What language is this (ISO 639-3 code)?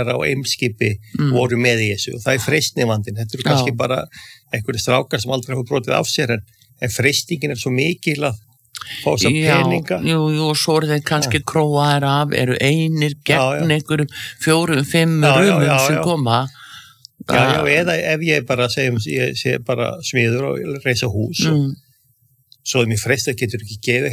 isl